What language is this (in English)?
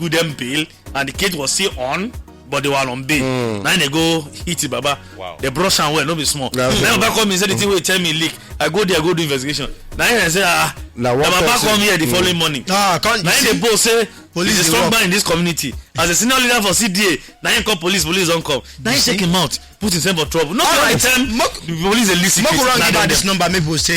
Nigerian Pidgin